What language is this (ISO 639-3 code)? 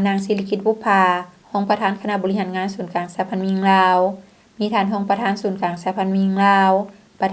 lao